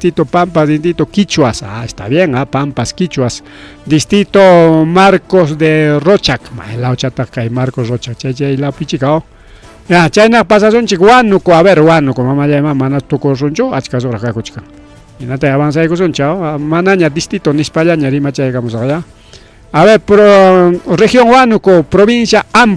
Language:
Ayacucho Quechua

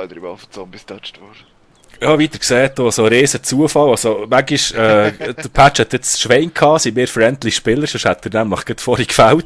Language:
Swiss German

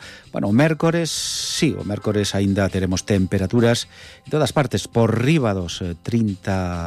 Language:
Galician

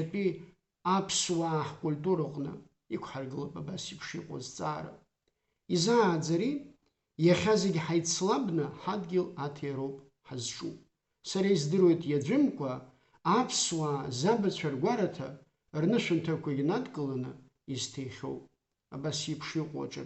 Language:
Abkhazian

